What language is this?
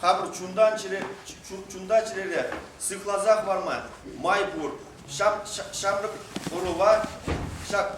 Chuvash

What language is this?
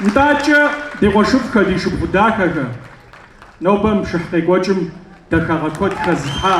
Kabardian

